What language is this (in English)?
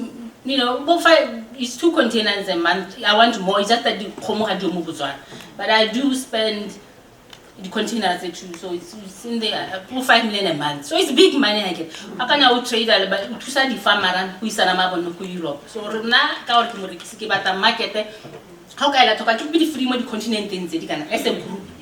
Tswana